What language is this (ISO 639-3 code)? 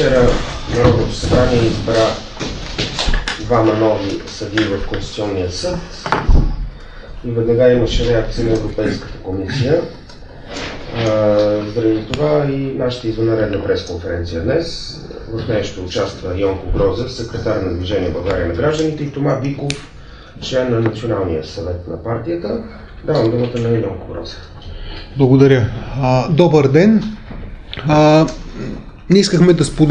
bul